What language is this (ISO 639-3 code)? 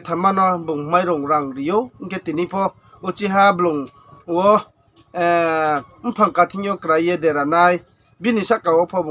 ria